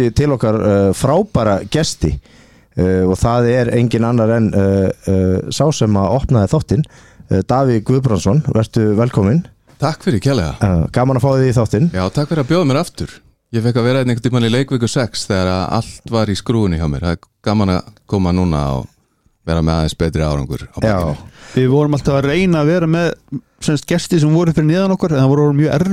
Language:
Icelandic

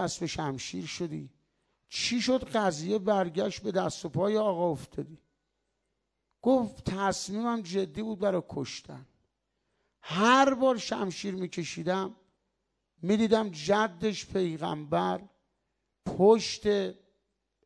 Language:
Persian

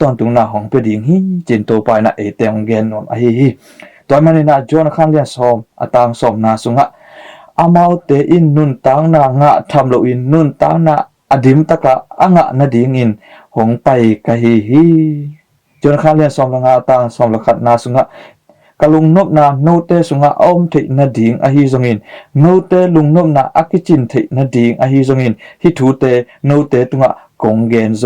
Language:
Tedim Chin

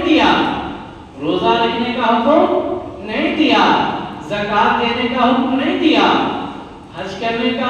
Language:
Urdu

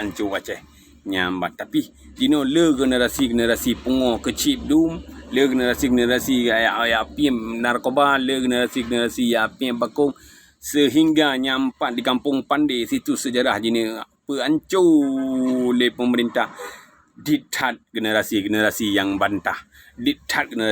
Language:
Achinese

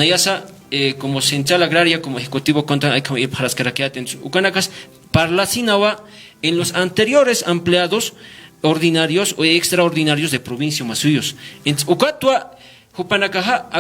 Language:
Aymara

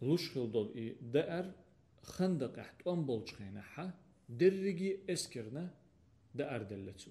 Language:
Chechen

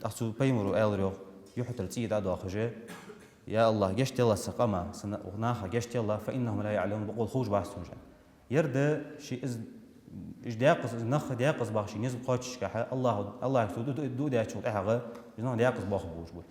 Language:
Ingush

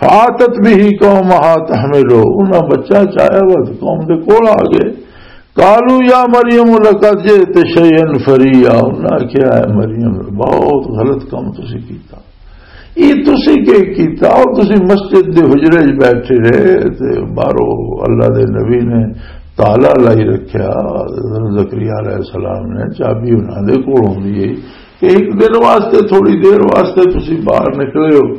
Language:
Western Panjabi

